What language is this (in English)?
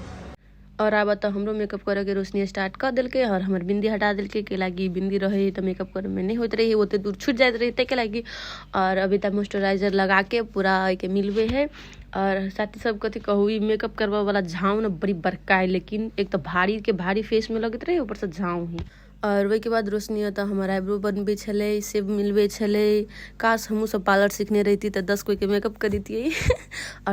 Maithili